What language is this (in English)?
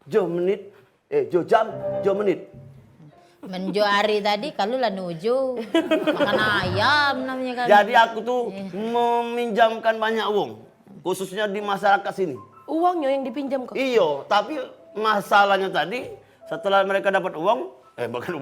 Musi